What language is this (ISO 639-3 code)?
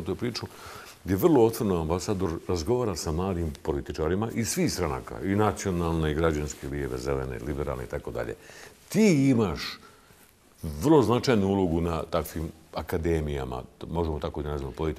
bos